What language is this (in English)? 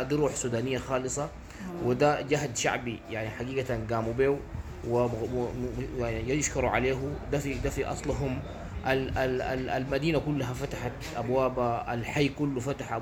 Sudanese Arabic